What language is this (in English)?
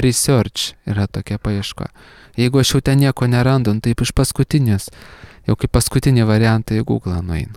Lithuanian